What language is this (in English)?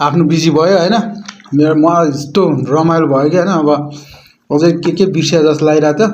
Nepali